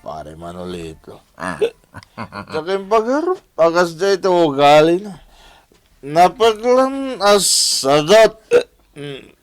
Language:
Iloko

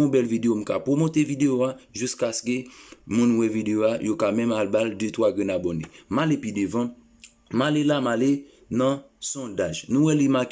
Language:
Haitian Creole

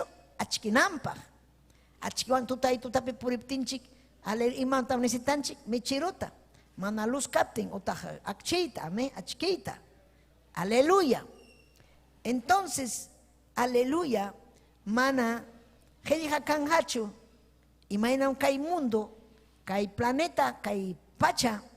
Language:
Ayacucho Quechua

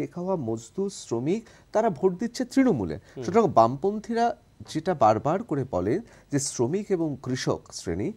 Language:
Bangla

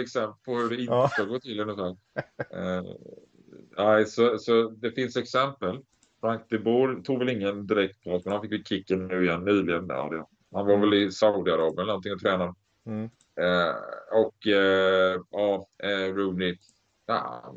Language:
Swedish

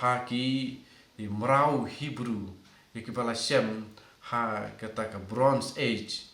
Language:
Khasi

